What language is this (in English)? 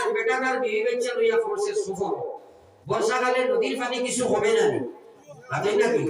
Sylheti